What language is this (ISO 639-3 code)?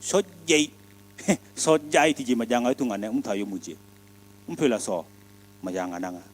ahk